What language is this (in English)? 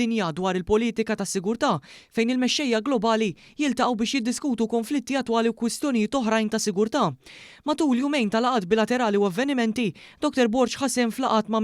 Maltese